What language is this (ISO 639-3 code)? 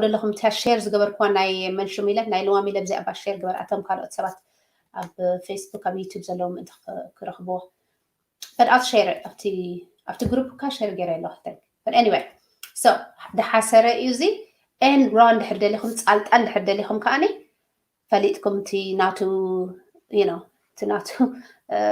tir